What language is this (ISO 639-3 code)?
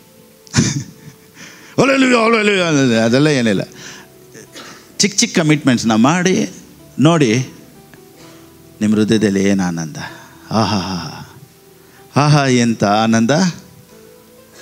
kan